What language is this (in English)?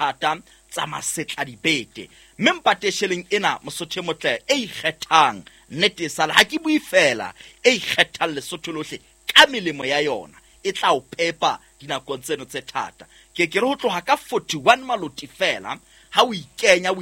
Southern Sotho